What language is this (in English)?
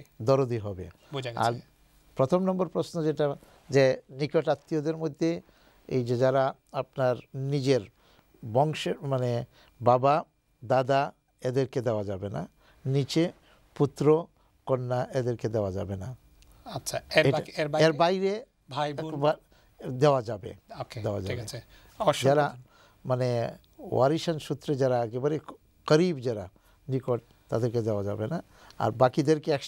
Bangla